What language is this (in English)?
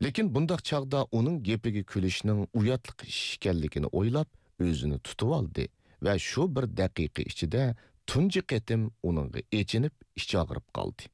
Uyghur